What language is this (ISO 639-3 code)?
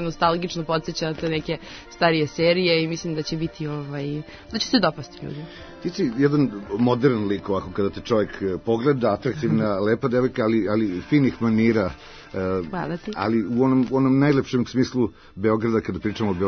srp